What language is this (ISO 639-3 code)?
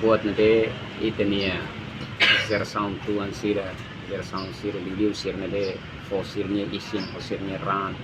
tet